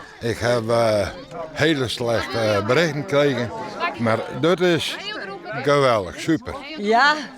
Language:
Western Frisian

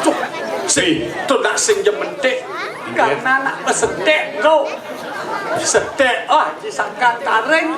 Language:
Balinese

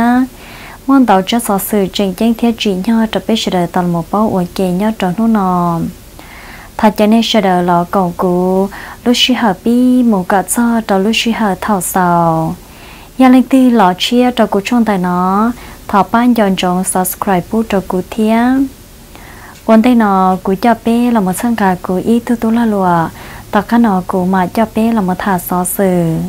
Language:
Vietnamese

